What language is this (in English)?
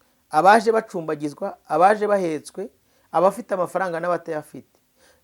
Kinyarwanda